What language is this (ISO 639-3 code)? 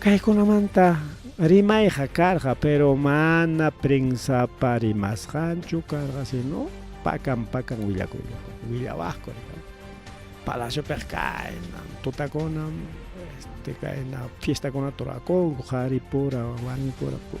quy